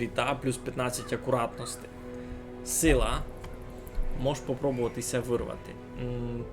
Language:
Rusyn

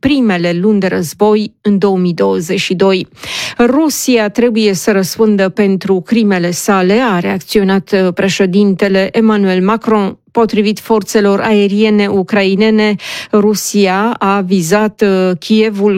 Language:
Romanian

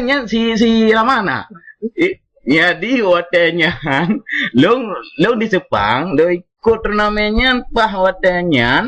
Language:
Achinese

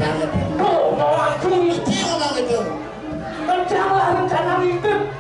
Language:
Balinese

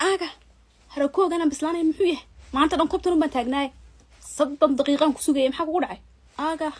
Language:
Somali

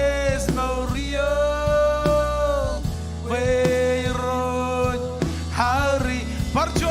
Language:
Marshallese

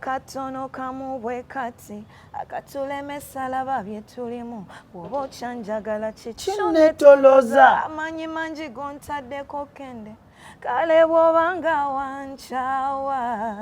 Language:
Ganda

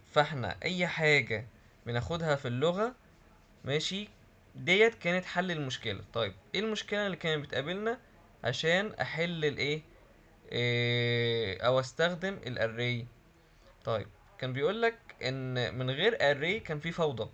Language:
Egyptian Arabic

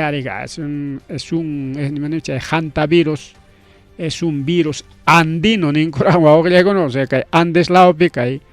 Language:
Ayacucho Quechua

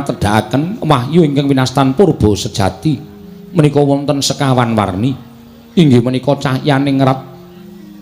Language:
Javanese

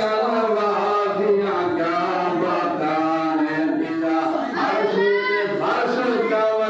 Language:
Saraiki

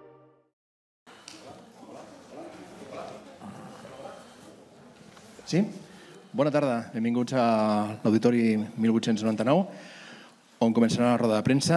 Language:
Catalan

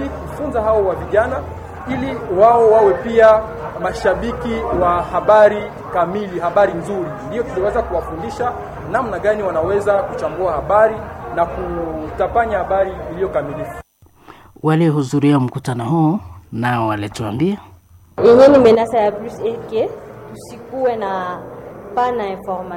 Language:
Swahili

